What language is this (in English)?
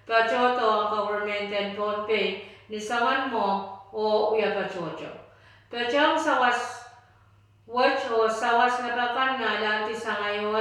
Pohnpeian